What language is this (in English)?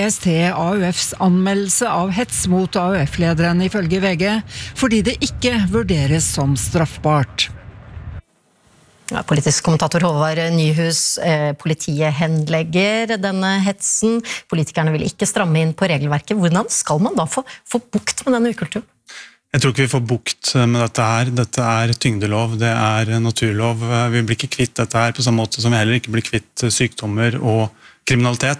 Norwegian